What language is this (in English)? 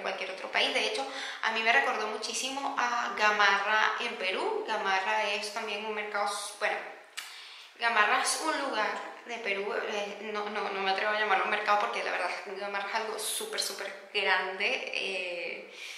Spanish